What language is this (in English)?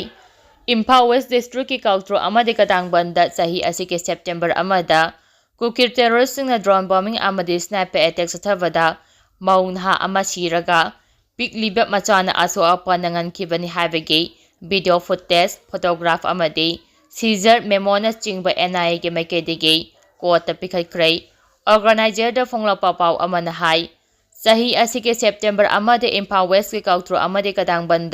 Manipuri